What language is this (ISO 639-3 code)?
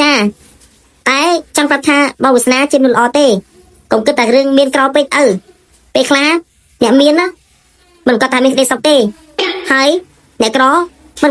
khm